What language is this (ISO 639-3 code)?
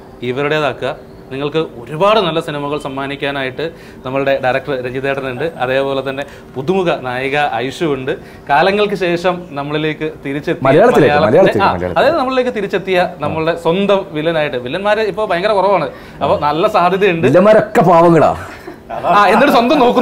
mal